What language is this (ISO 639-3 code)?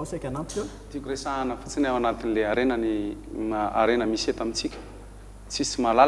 mlg